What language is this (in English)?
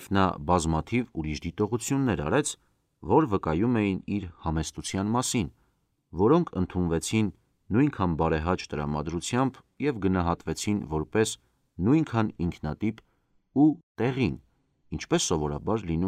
Armenian